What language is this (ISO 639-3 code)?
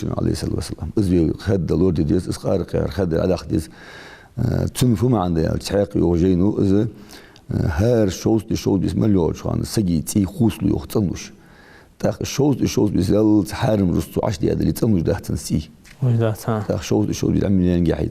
inh